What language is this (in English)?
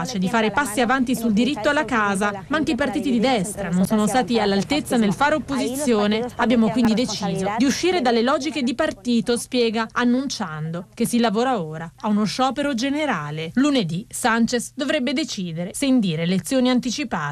Italian